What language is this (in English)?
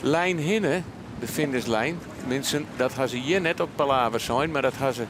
Western Frisian